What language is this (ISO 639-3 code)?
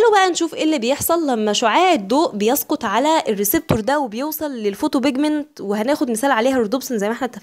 arz